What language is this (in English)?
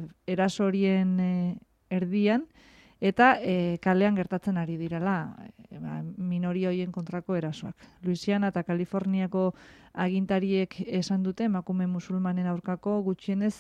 Basque